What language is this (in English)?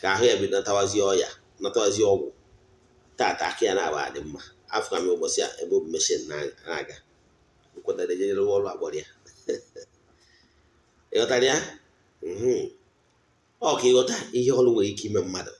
Igbo